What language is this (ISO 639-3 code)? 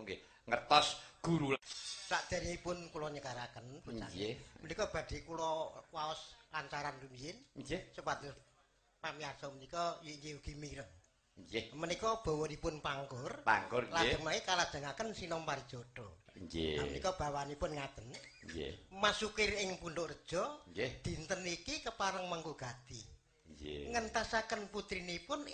jav